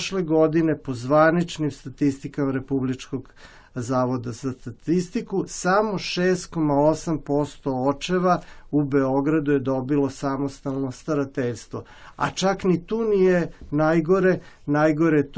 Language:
Serbian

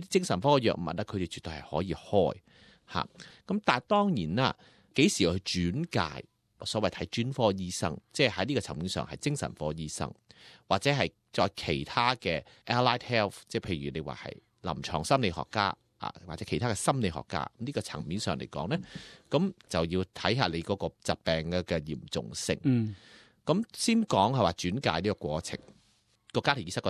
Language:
Cantonese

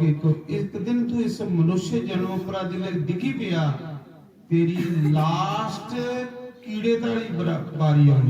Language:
Dogri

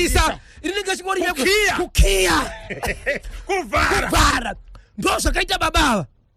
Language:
Shona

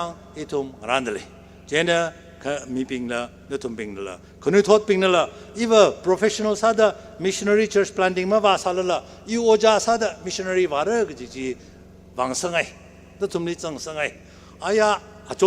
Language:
Tangkhul Naga (India)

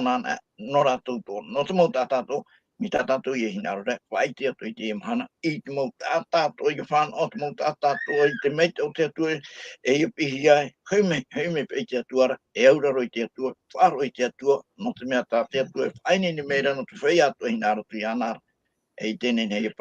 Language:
Tahitian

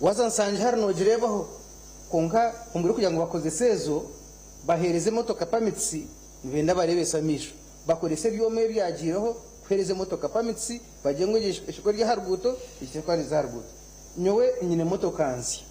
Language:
Nyankole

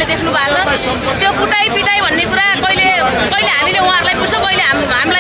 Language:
Nepali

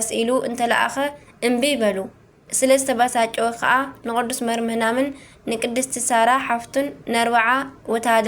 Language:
Tigrinya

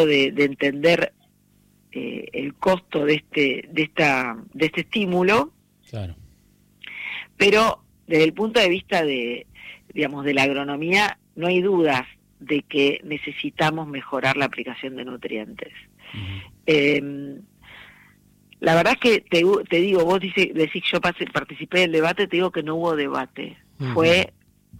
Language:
Spanish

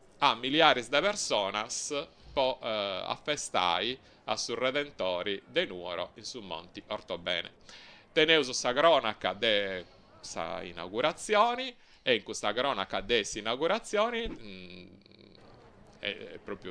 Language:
Sardinian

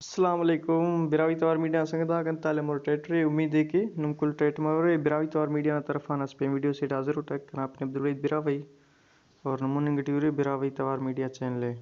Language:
Brahui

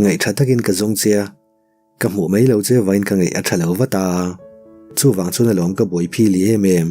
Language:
Mizo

